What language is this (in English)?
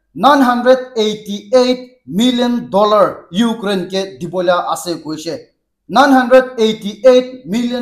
Naga Pidgin